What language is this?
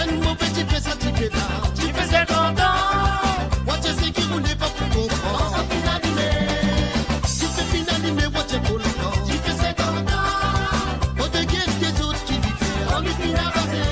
Morisyen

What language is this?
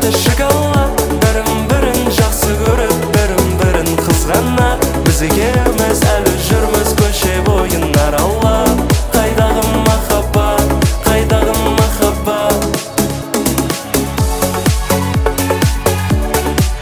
Kazakh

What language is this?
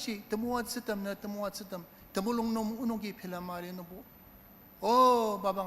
Ao Naga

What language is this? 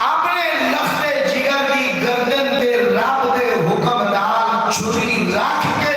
Saraiki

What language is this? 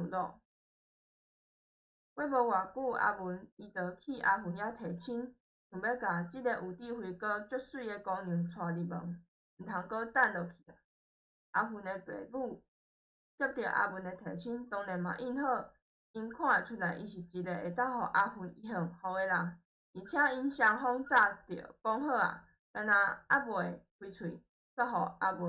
Min Nan Chinese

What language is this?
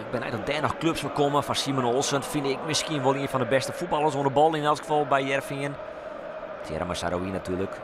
Western Frisian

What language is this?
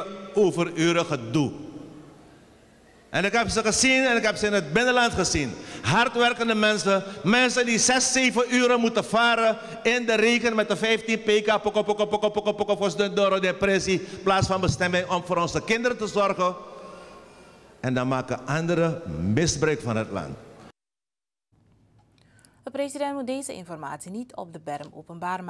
Dutch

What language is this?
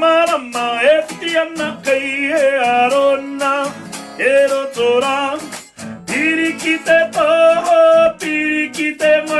Māori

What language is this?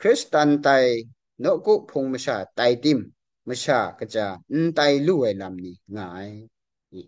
Kachin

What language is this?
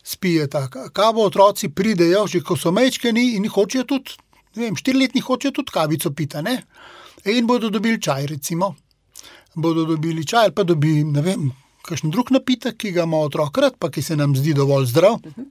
Slovenian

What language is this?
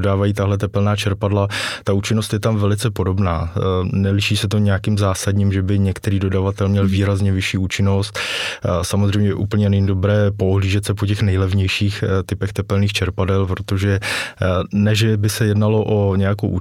Czech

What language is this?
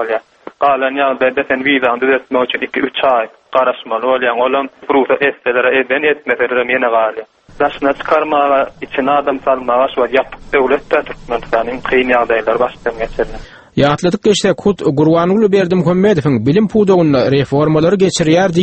Turkmen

